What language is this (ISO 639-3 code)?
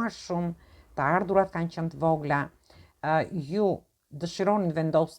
sqi